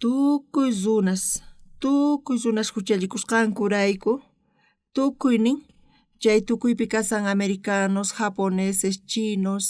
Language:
South Bolivian Quechua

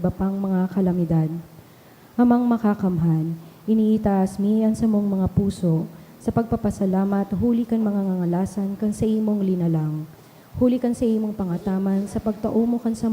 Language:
Bikol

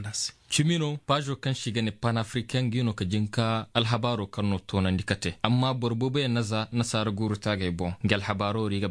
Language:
Zarma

